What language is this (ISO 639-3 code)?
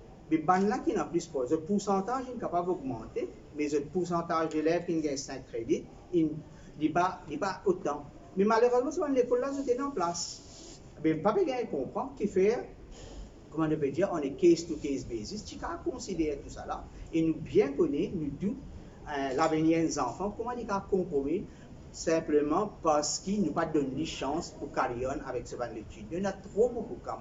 mfe